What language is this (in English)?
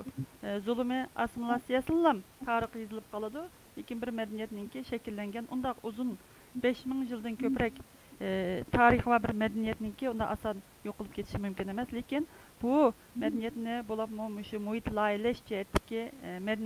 Uyghur